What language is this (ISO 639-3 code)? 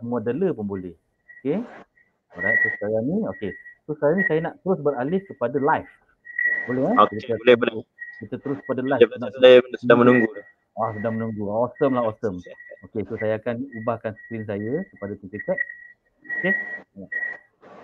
msa